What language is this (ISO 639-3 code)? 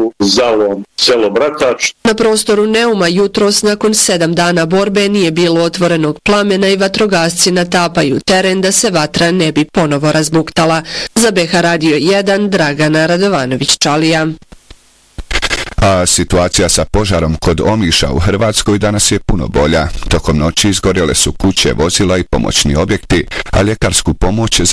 bos